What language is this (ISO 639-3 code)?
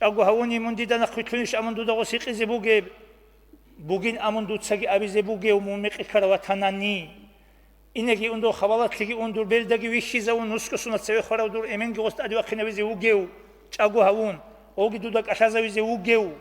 ava